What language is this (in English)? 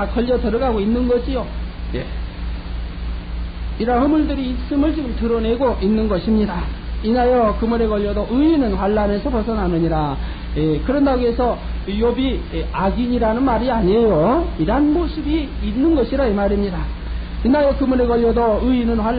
Korean